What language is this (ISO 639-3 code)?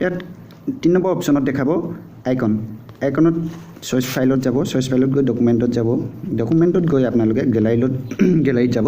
asm